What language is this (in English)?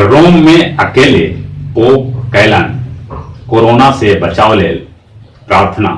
Magahi